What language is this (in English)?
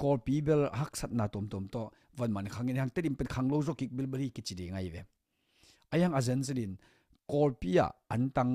Tedim Chin